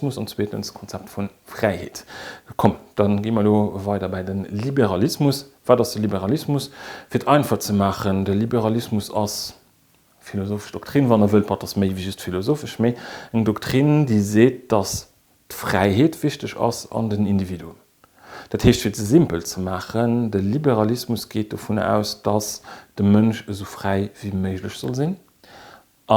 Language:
Luxembourgish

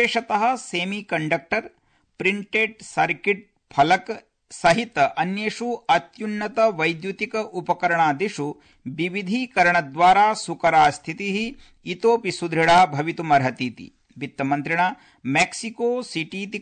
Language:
Sanskrit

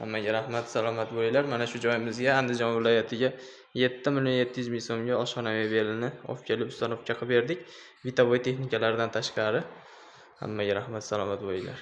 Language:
Uzbek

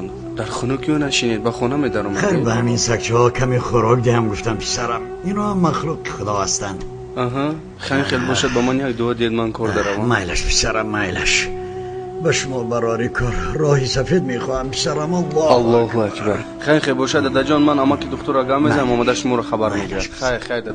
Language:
Tajik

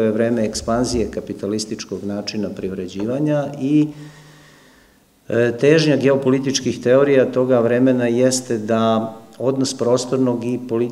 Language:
Serbian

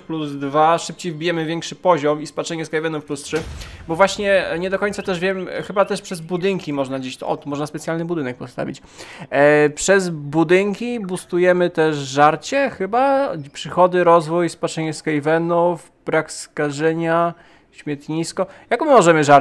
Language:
Polish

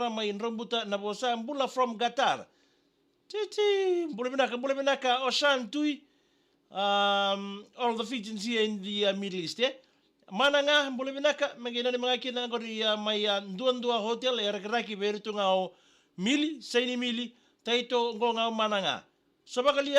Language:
Fijian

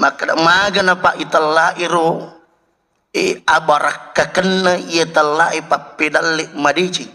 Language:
Buginese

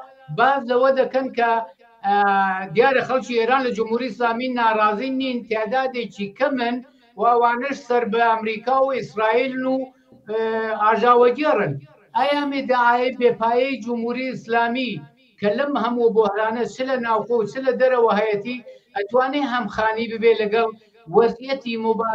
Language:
Central Kurdish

